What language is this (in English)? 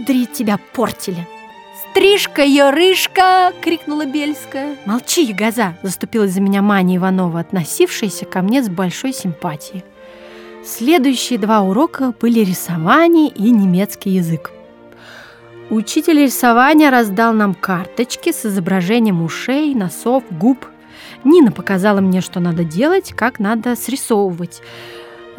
Russian